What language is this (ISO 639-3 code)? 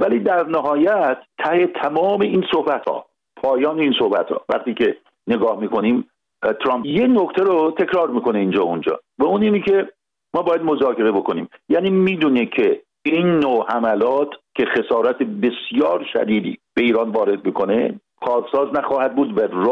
fas